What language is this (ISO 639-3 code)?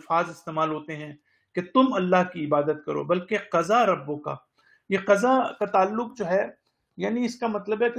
urd